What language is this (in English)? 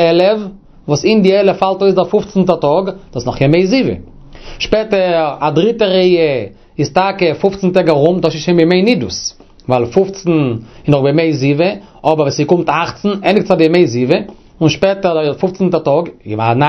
Yiddish